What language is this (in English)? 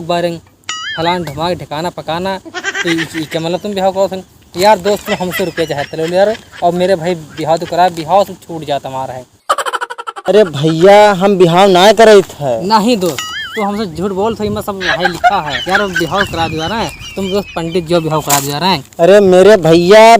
Awadhi